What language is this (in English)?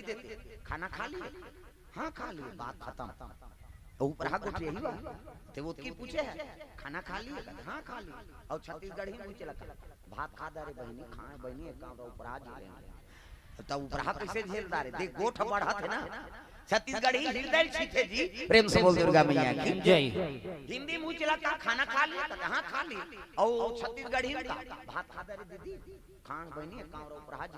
Chhattisgarhi